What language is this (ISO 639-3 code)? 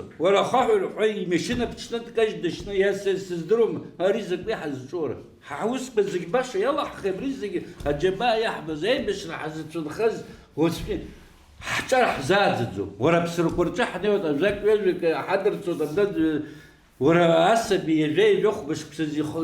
abk